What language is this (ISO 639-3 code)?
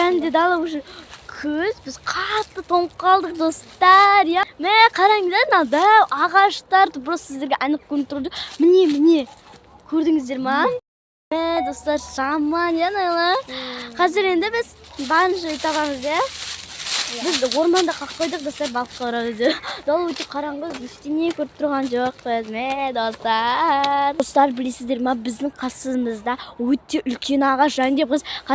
kaz